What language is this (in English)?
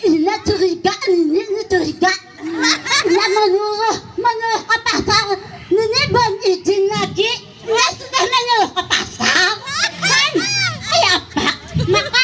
Banjar